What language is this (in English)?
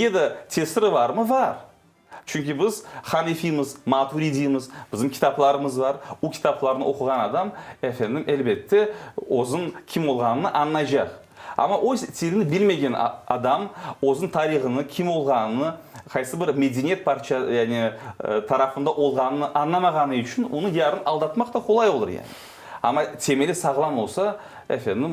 Crimean Tatar